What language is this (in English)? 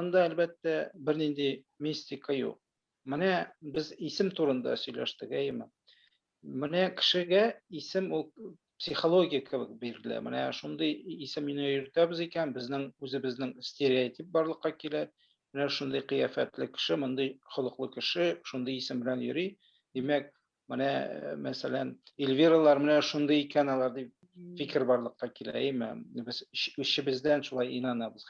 Tatar